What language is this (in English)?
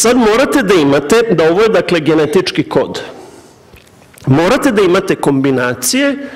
Serbian